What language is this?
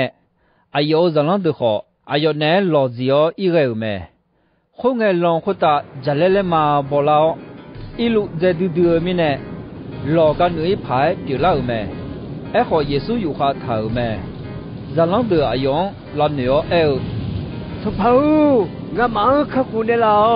Akha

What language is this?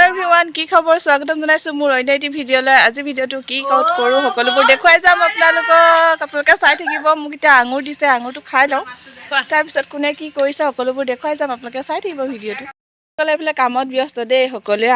Assamese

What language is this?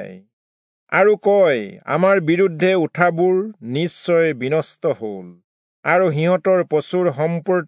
Assamese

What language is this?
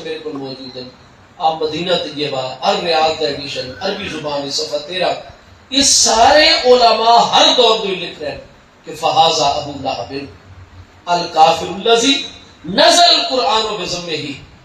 Saraiki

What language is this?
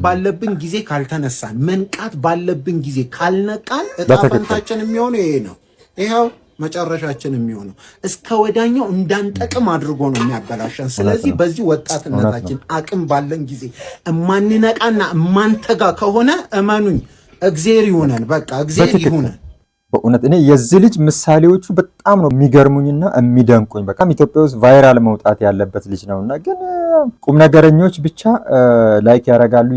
Amharic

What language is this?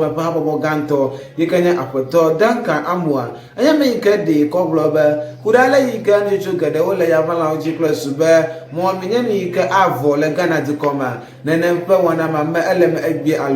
Ewe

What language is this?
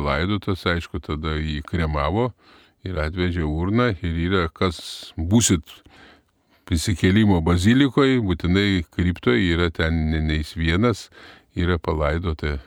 Lithuanian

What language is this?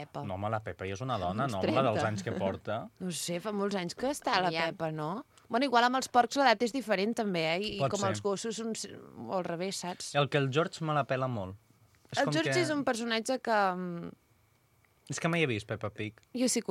Catalan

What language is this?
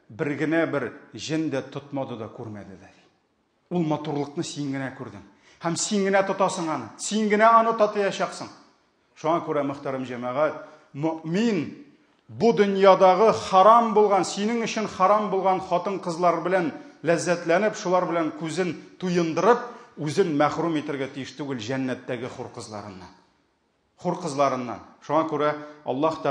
Tatar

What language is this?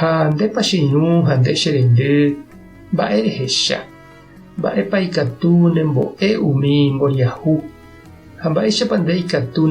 Guarani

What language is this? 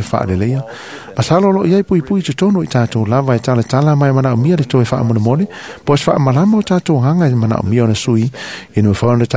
Samoan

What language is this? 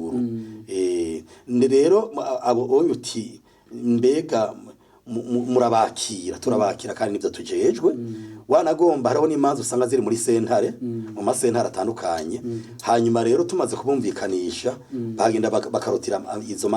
Rundi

